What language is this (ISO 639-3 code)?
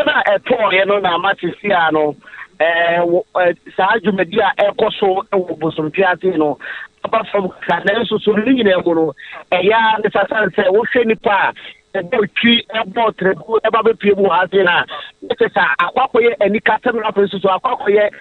aka